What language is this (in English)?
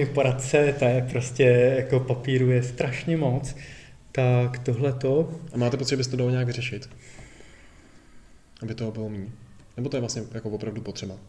Czech